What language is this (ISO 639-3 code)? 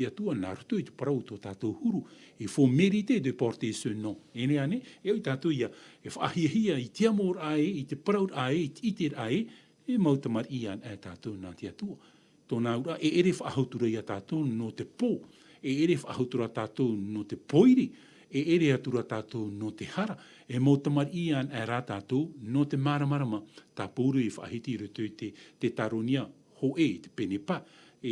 tah